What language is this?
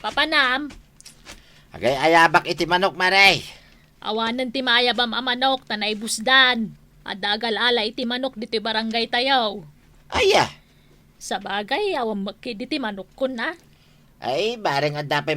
Iloko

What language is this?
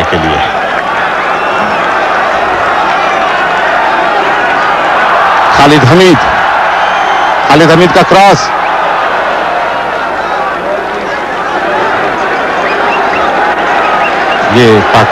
Hindi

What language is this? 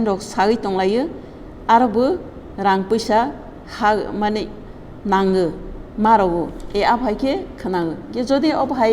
Kok Borok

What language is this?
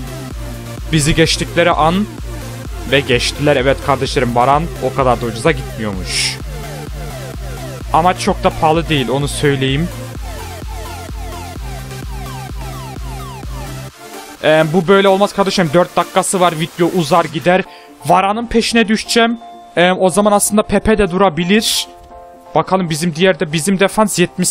Turkish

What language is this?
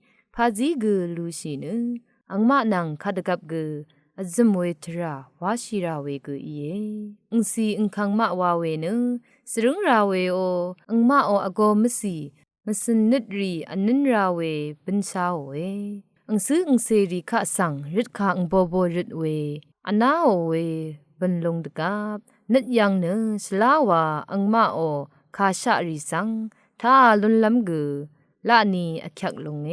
Rawang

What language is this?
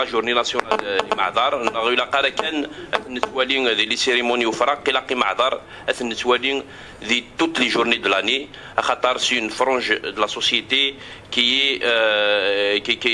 Kabyle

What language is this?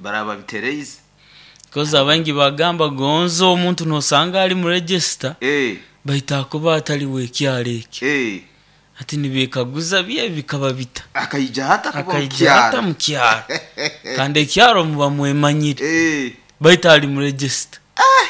Nyoro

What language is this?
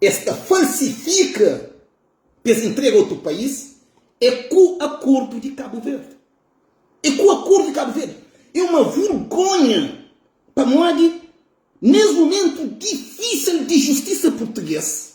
Kabuverdianu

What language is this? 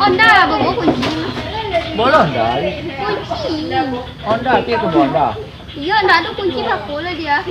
Minangkabau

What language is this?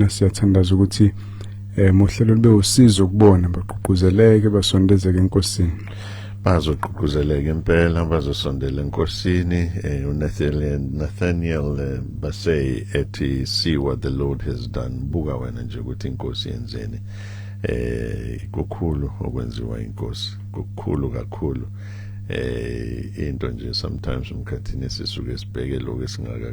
Zulu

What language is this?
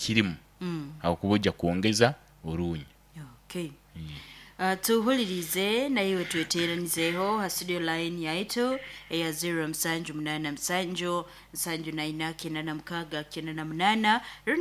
Nyoro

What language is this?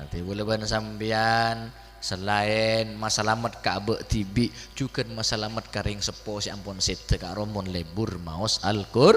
Madurese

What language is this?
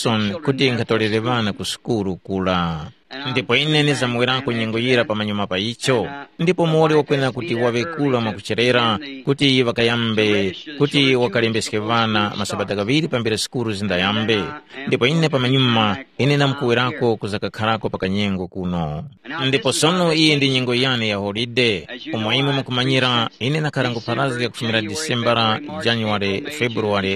Tumbuka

